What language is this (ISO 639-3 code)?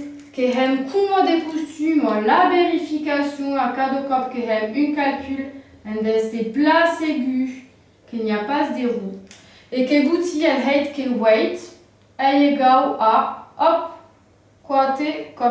oci